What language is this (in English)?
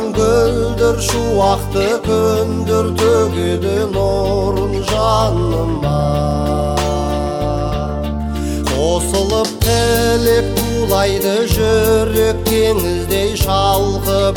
Kazakh